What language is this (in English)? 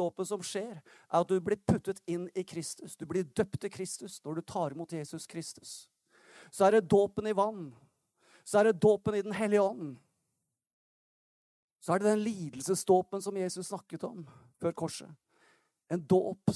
Norwegian